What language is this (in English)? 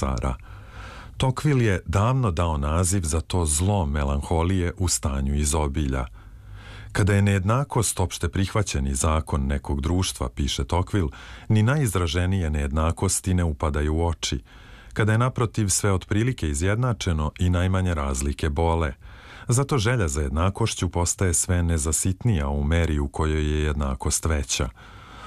Serbian